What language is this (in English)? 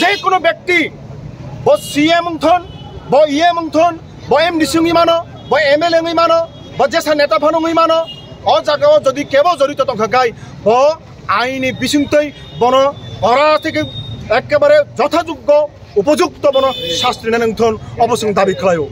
Kok Borok